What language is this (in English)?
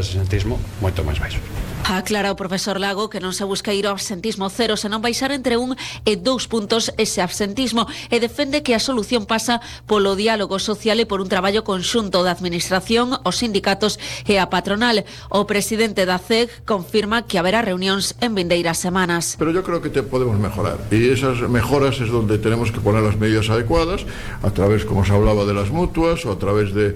Galician